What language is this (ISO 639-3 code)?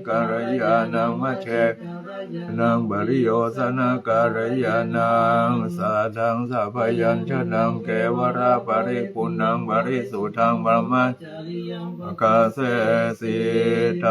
pli